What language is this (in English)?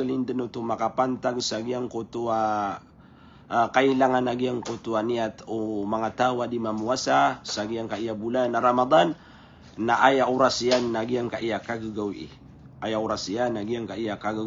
Maranao